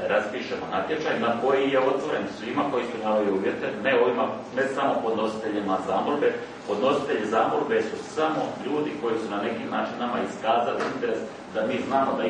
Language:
Croatian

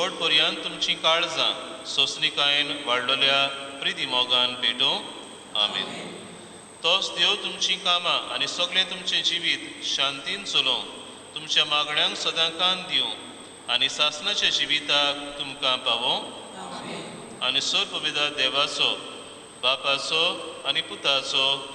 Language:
Konkani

